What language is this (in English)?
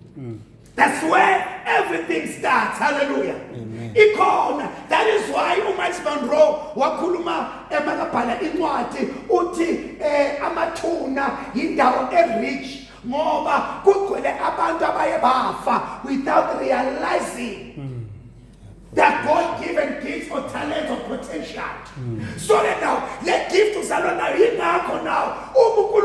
Zulu